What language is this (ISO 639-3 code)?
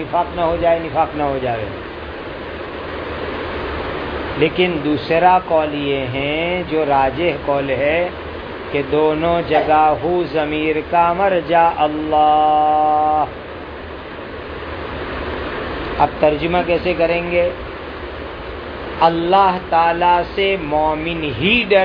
urd